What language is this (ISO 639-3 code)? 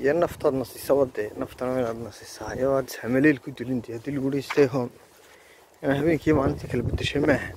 som